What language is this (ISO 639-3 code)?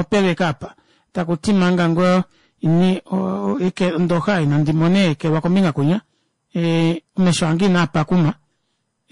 kua